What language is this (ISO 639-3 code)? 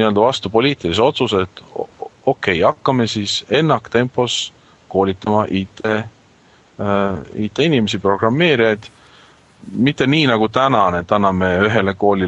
est